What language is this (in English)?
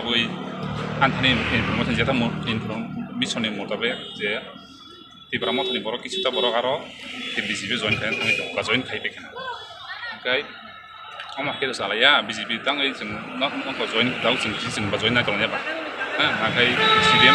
Riang (India)